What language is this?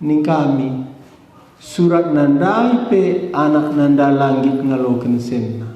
Batak Karo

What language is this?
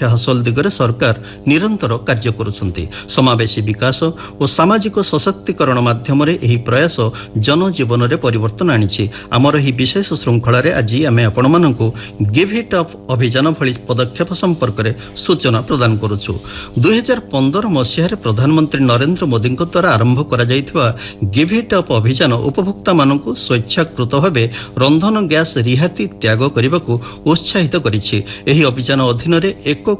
Odia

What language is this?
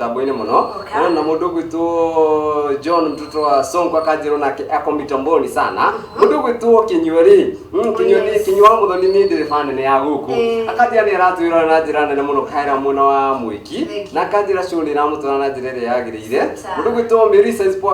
Kikuyu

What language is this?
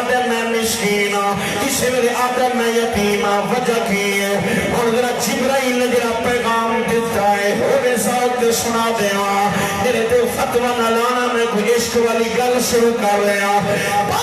Saraiki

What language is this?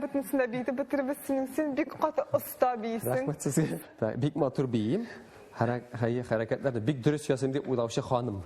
Tatar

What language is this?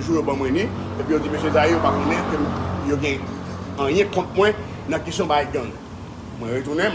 Haitian Creole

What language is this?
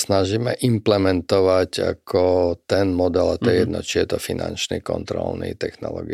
Slovak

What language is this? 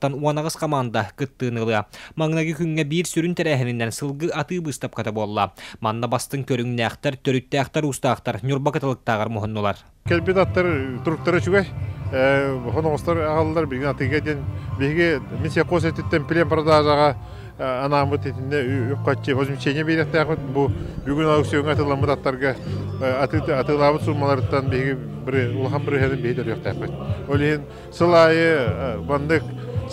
Yakut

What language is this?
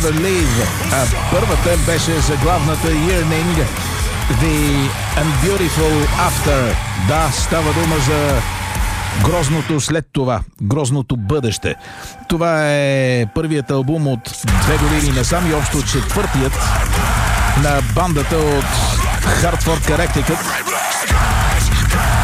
Bulgarian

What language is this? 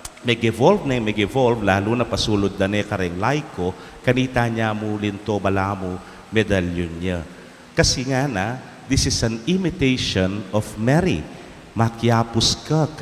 Pampanga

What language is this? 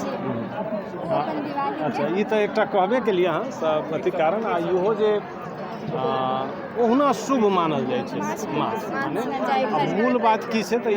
Maithili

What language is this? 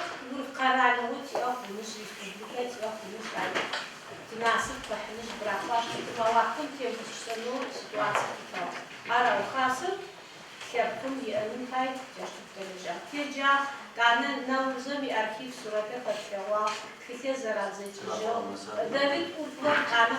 Adyghe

